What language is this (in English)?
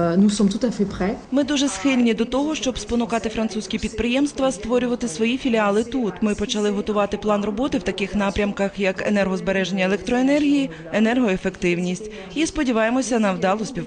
Ukrainian